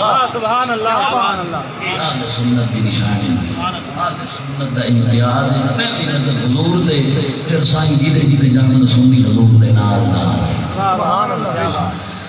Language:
Saraiki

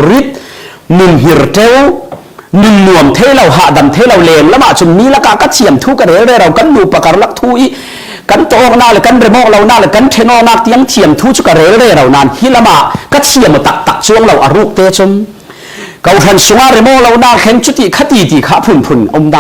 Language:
Falam Chin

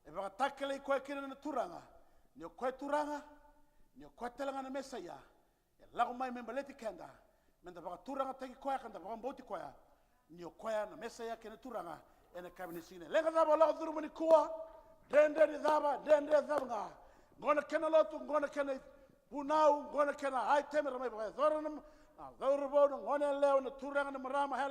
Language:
Fijian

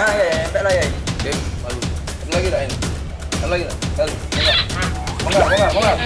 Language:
Musi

